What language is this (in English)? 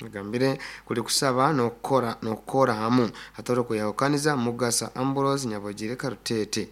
Nyoro